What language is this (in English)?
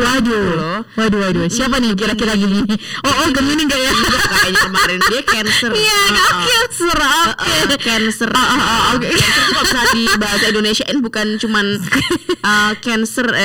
Indonesian